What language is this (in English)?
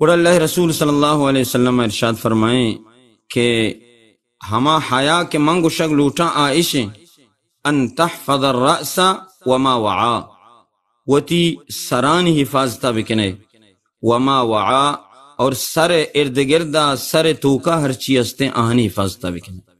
Baluchi